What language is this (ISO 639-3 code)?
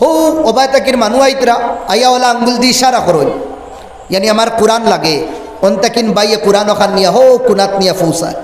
syl